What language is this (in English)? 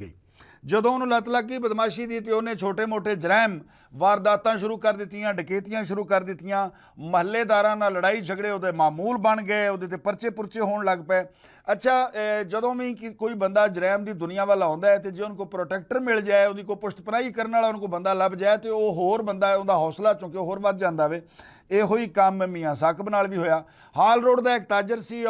Western Panjabi